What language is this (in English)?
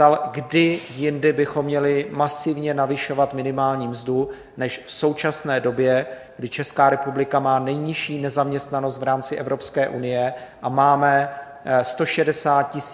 Czech